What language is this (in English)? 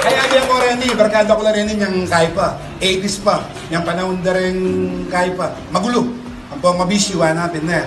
Pampanga